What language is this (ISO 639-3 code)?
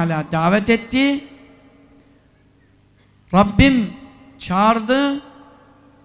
tur